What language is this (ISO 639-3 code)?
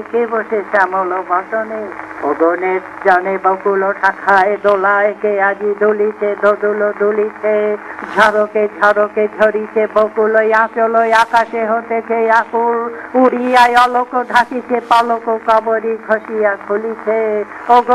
ben